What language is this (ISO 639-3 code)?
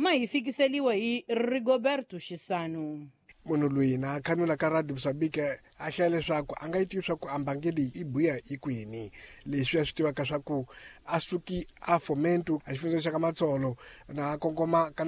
tso